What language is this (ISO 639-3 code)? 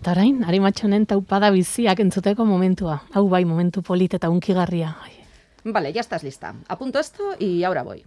eus